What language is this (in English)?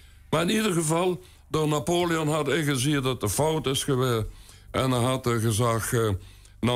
Limburgish